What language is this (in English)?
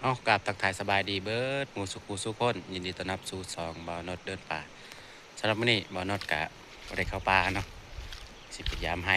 Northeastern Thai